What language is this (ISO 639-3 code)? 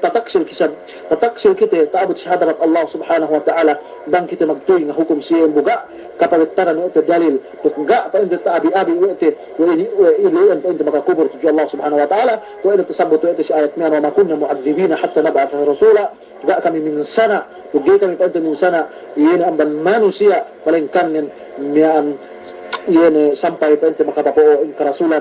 yka